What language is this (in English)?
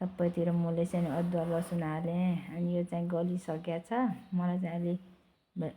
Nepali